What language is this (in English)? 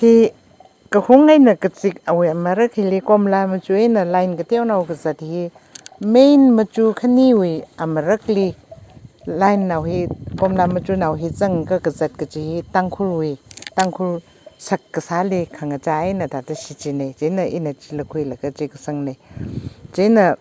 Tangkhul Naga (India)